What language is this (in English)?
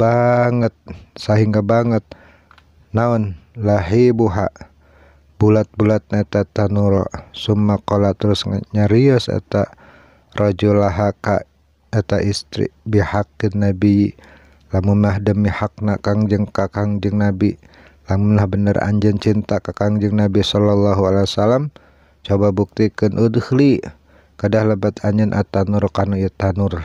Sundanese